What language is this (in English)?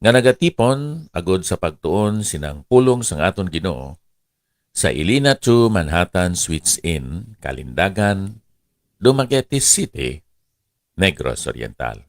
Hiligaynon